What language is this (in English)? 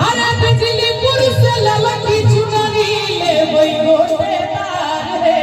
Maithili